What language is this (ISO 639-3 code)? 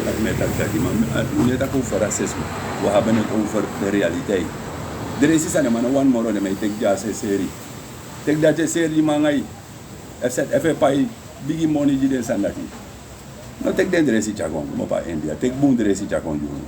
srn